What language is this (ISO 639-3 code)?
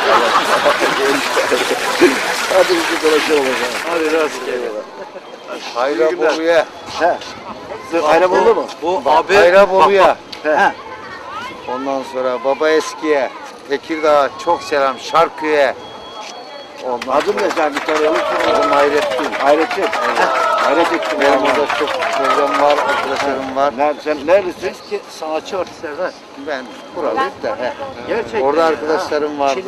tur